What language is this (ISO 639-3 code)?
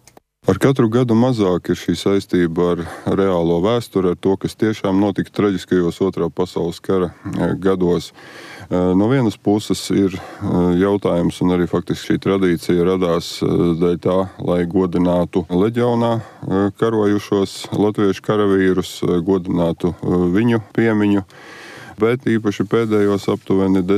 lav